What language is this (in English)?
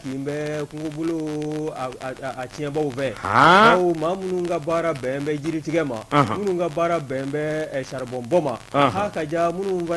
Bambara